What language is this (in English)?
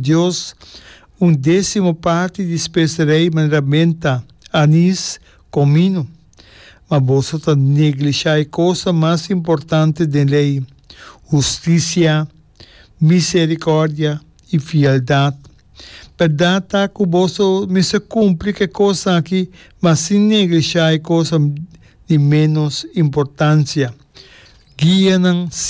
Papiamento